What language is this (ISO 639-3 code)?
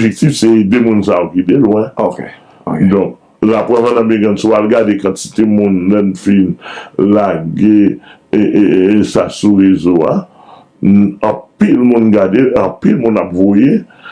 hat